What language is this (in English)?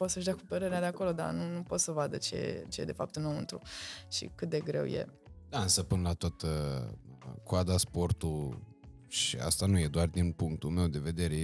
Romanian